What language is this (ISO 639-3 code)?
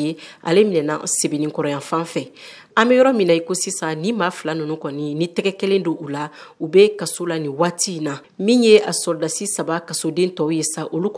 bam